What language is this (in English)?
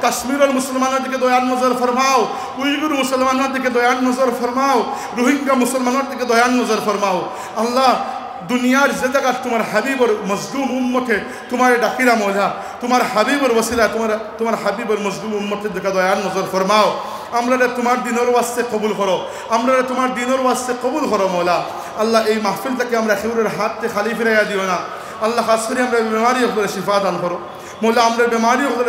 Sylheti